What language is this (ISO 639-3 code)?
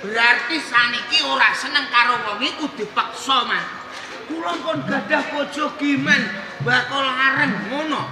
jav